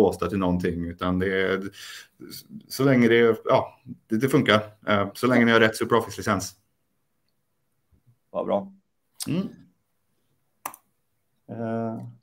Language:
Swedish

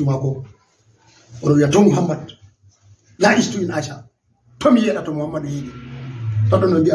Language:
Fula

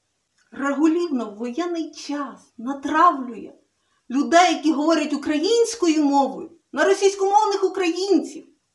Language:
Ukrainian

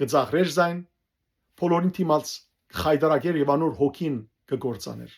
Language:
Western Armenian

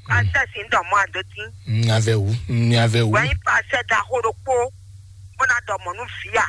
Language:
Fon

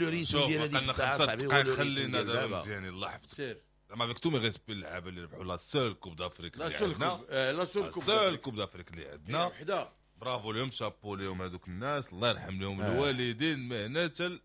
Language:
Moroccan Arabic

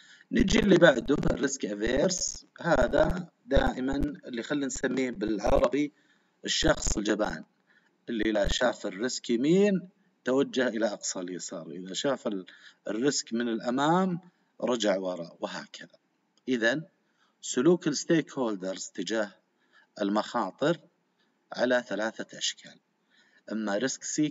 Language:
Arabic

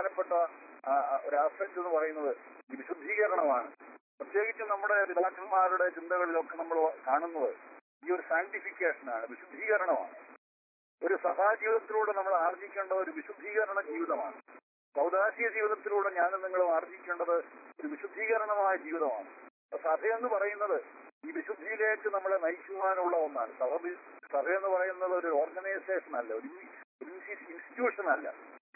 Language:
Malayalam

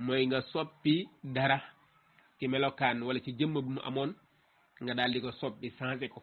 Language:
Wolof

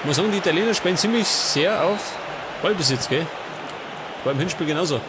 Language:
Bavarian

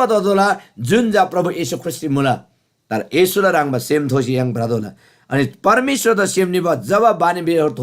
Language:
Eastern Tamang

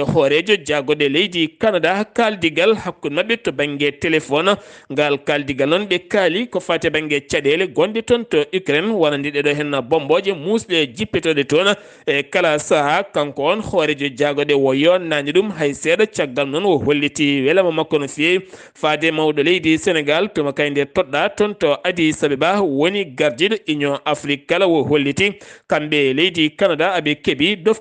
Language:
Fula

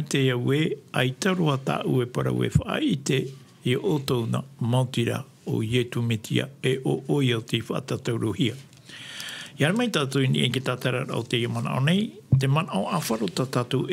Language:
Tahitian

